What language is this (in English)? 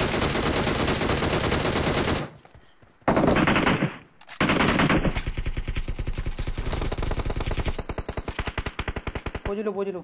Hindi